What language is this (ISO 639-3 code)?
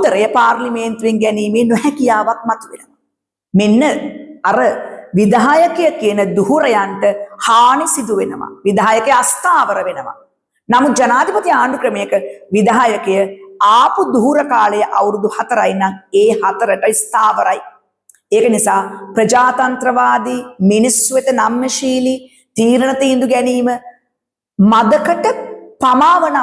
sin